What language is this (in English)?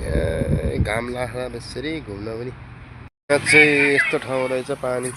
Nepali